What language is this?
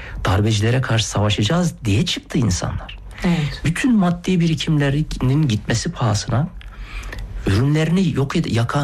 Turkish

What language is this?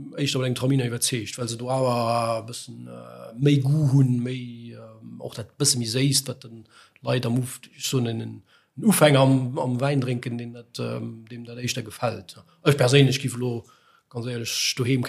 Luxembourgish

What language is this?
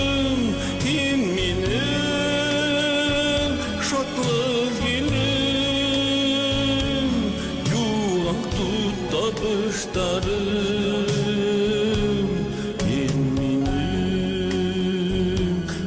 Bashkir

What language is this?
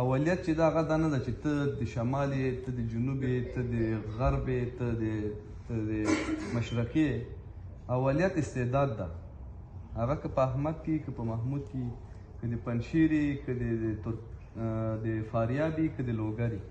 Pashto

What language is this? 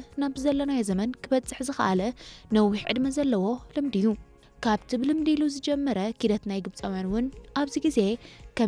Tigrinya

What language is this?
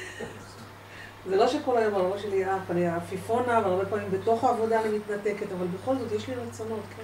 Hebrew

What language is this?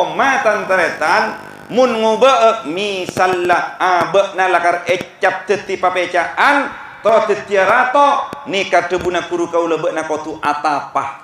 Madurese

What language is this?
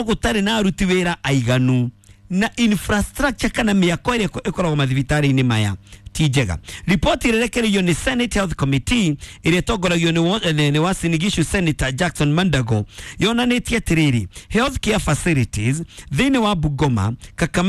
Kikuyu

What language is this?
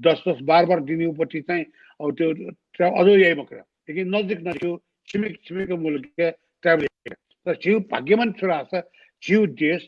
Newari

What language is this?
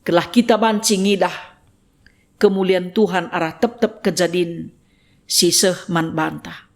Batak Karo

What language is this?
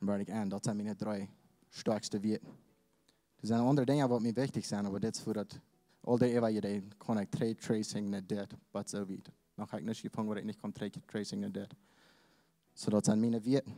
Plautdietsch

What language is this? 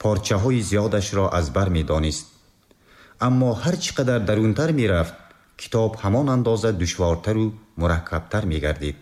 Tajik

